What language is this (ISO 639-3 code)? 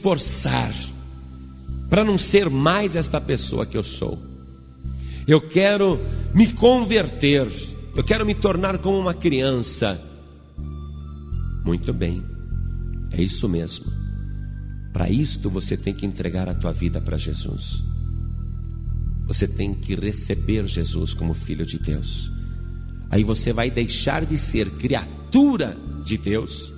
por